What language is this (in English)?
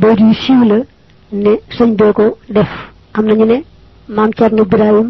Wolof